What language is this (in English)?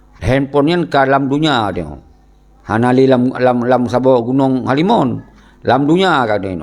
Achinese